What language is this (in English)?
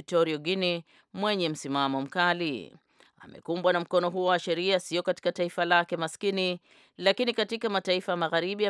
Swahili